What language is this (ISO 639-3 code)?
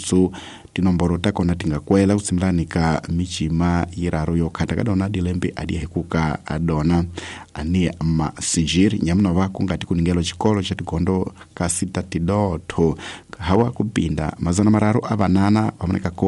tso